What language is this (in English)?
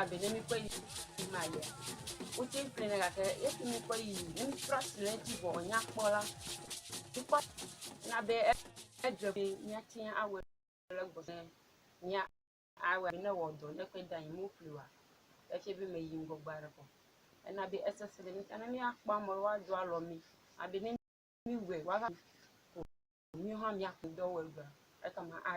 Ewe